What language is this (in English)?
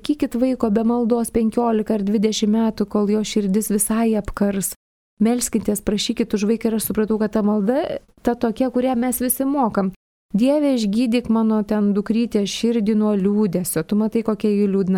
Lithuanian